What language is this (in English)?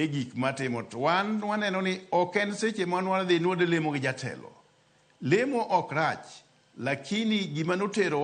Luo (Kenya and Tanzania)